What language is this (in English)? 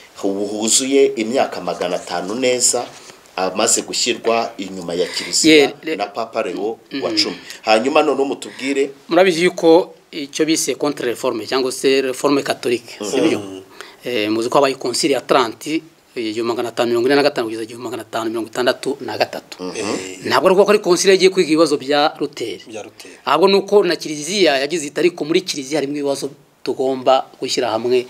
Kinyarwanda